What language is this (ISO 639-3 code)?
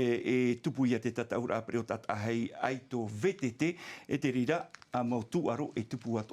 tah